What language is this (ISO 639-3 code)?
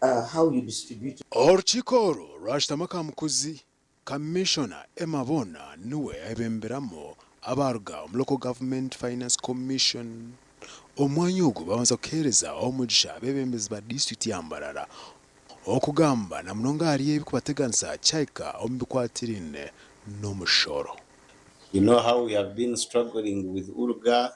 nyn